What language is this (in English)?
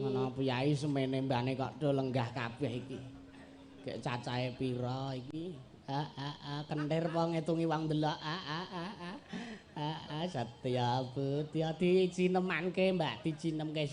Javanese